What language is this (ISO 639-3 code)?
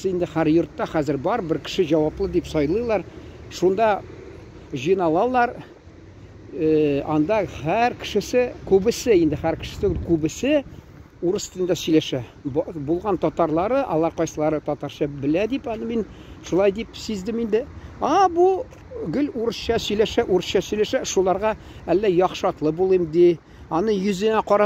tat